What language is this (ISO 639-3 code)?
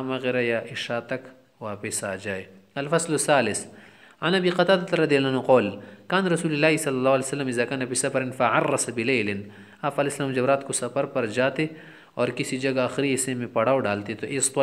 urd